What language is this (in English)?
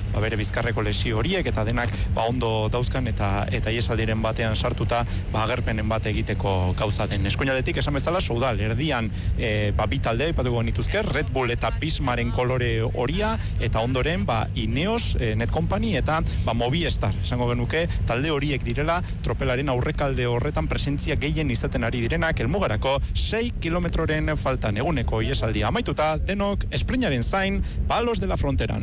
Basque